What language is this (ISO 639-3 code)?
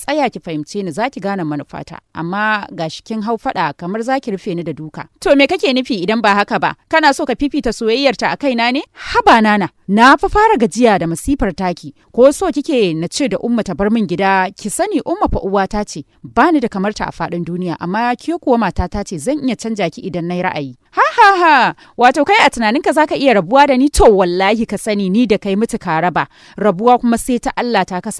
hau